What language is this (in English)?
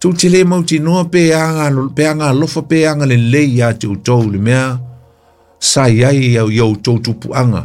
Samoan